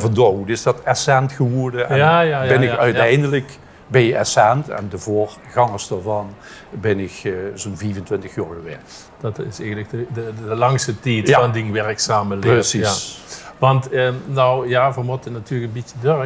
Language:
Limburgish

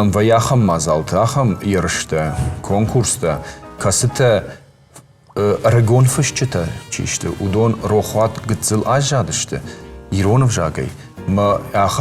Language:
Ossetic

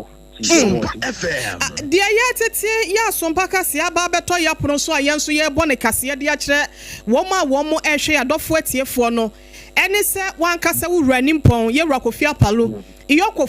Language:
Akan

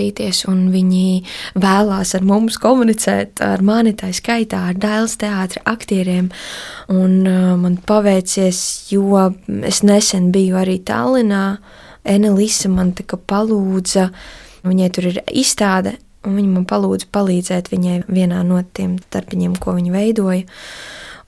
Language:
Latvian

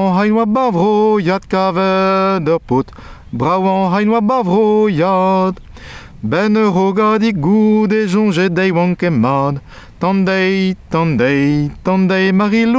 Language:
Breton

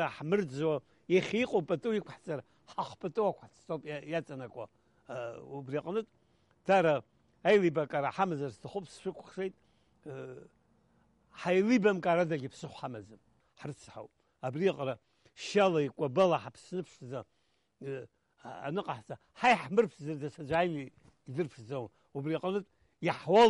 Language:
Abkhazian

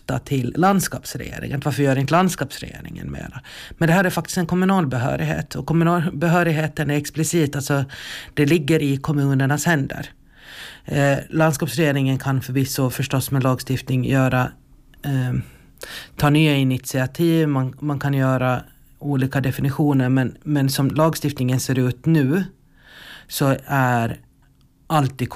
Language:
Swedish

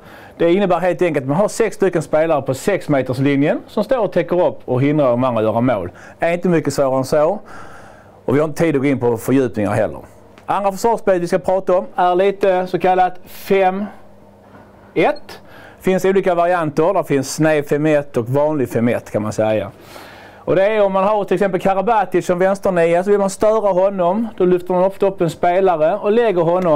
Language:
Swedish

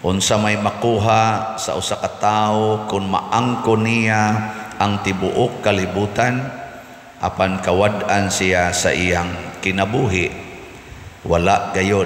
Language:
Cebuano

